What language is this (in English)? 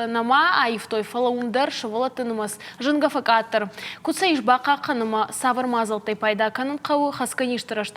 Ossetic